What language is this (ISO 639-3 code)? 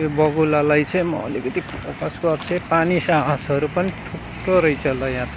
nep